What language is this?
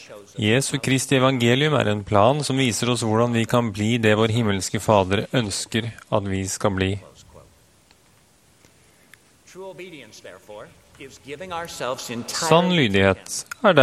Norwegian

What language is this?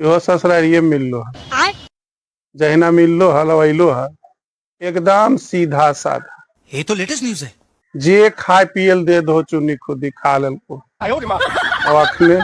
Magahi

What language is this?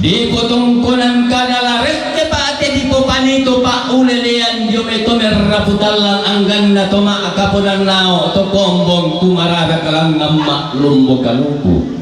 Toraja-Sa'dan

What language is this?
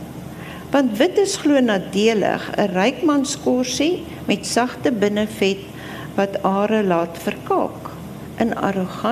Afrikaans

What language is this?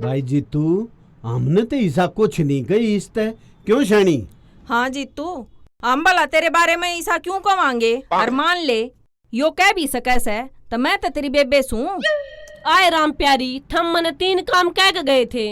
Haryanvi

